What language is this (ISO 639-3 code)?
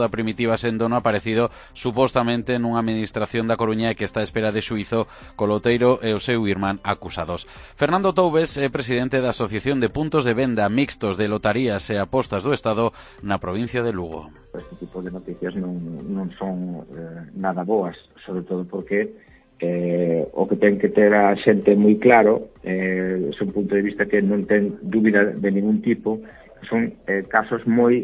glg